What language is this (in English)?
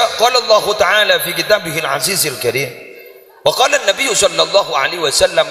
Madurese